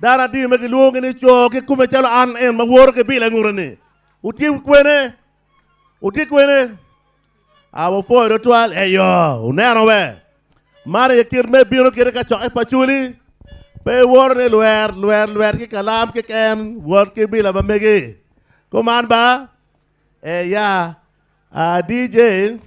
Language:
Acoli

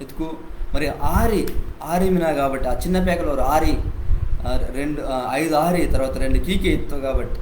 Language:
Koya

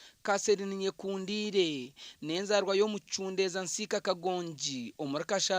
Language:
Nyankole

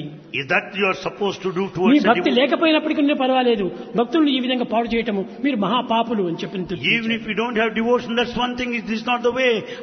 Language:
Telugu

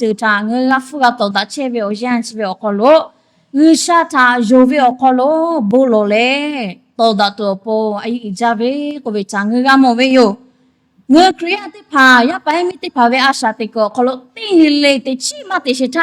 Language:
Lahu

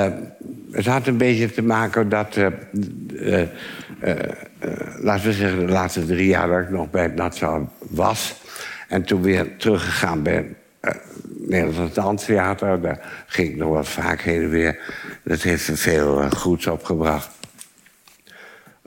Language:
Dutch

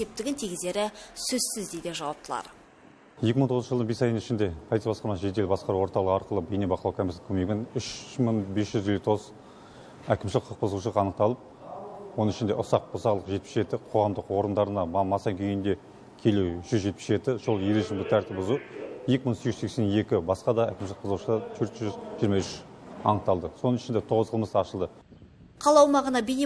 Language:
Kazakh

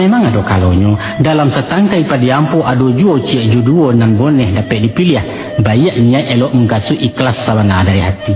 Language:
Minangkabau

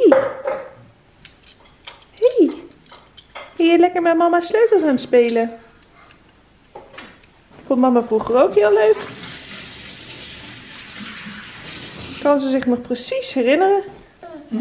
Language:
Dutch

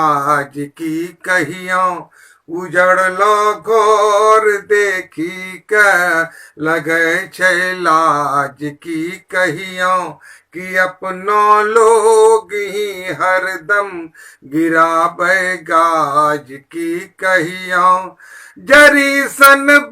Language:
Angika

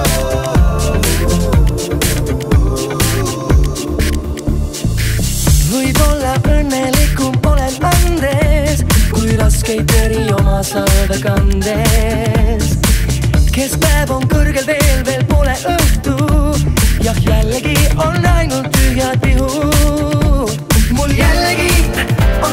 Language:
Estonian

